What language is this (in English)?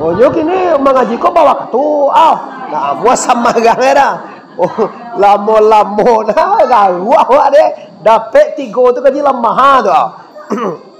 Minangkabau